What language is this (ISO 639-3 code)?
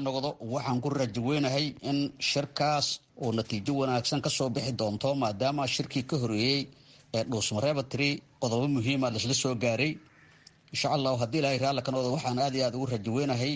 som